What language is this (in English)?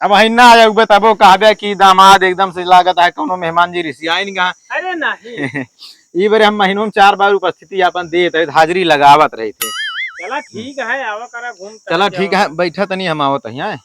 Awadhi